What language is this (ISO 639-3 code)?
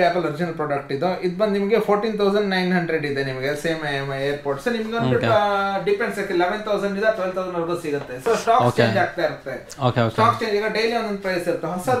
kan